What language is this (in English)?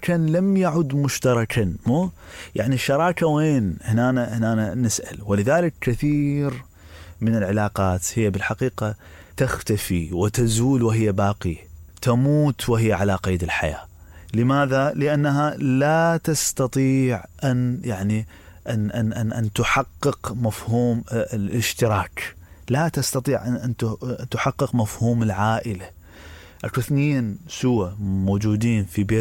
Mesopotamian Arabic